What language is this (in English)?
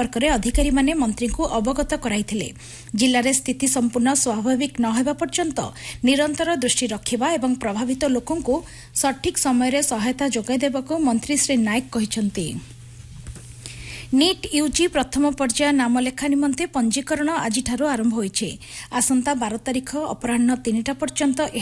Odia